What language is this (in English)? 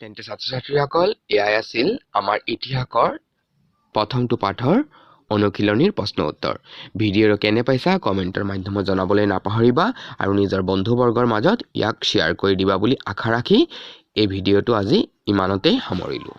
Assamese